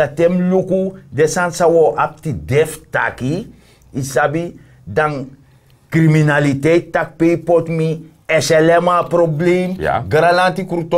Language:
Sranan Tongo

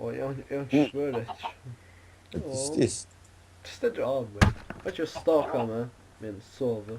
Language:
Faroese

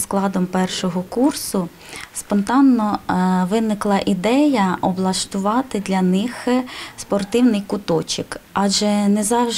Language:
Ukrainian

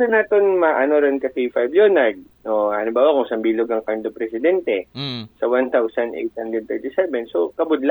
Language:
Aklanon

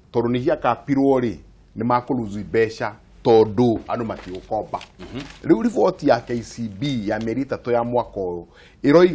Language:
Kikuyu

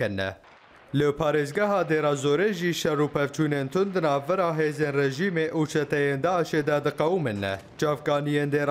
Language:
Kurdish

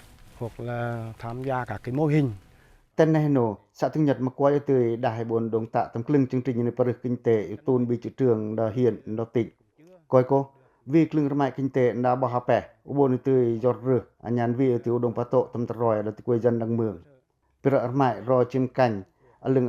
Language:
Pacoh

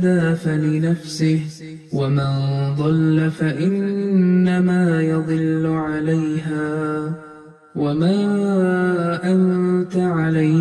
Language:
Arabic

